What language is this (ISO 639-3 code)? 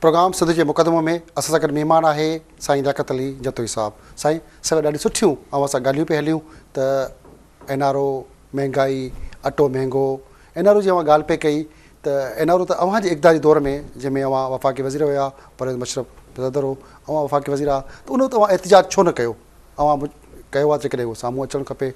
snd